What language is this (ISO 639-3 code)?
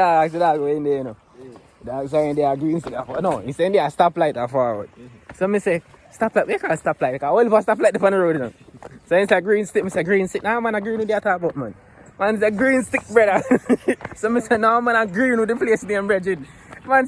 jam